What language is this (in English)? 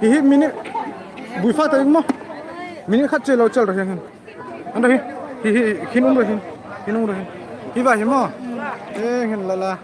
Hmar